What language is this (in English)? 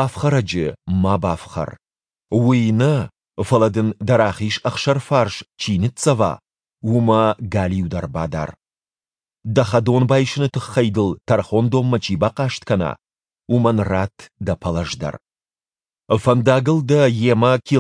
Ossetic